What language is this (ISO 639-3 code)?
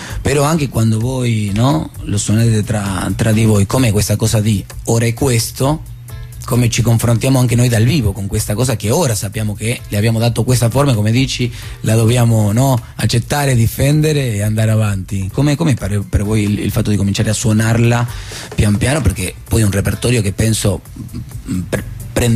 ita